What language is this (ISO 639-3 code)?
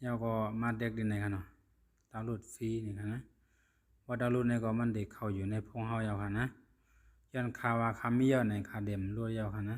shn